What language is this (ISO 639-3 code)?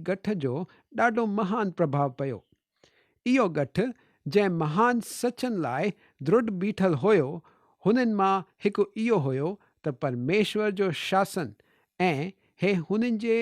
snd